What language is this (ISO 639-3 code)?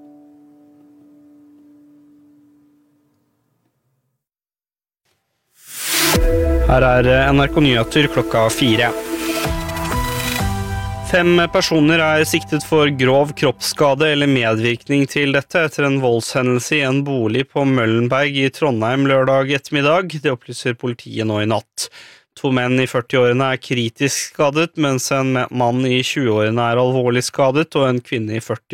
nor